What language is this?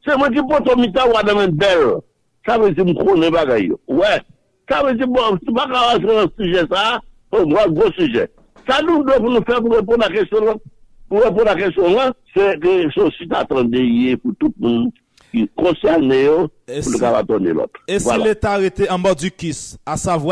Haitian Creole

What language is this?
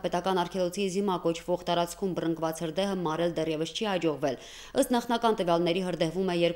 Armenian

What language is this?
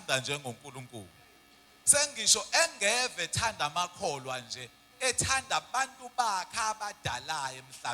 Zulu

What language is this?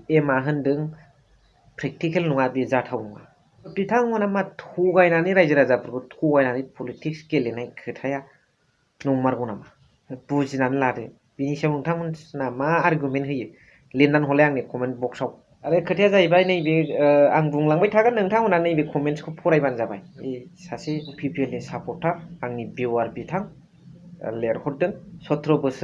Bodo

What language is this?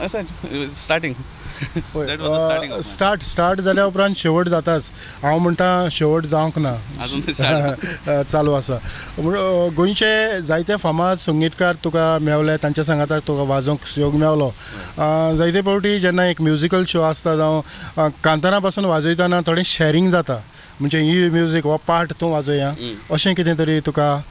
Konkani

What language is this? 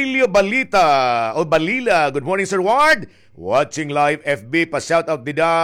Waray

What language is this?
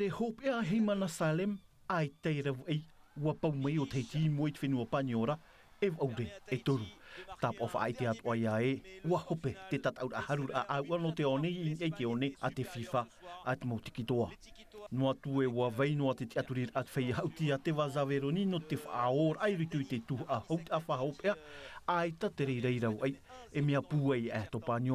Tahitian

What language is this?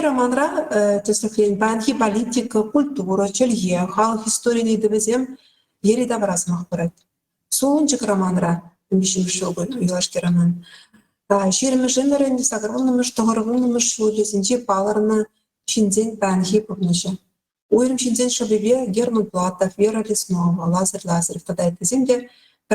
Chuvash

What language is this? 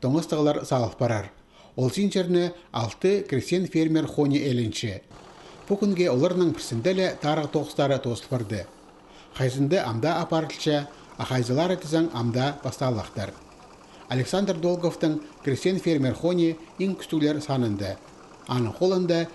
Khakas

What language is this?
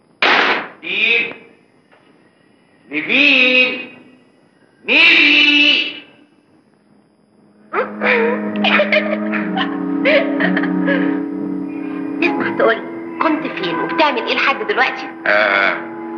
Egyptian Arabic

